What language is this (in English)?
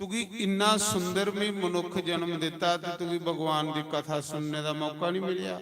Dogri